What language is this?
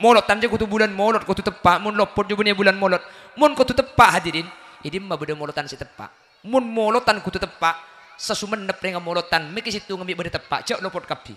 Madurese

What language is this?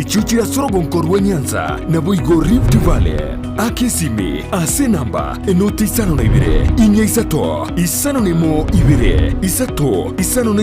Gusii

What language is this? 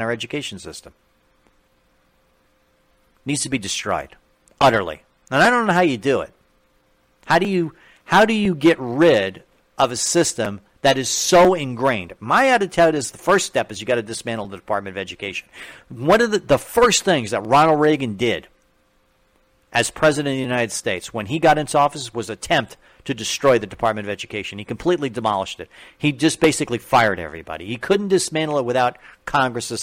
English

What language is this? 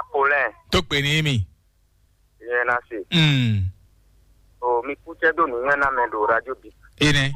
Fon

